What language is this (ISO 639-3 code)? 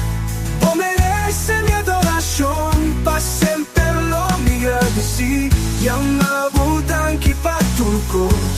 pap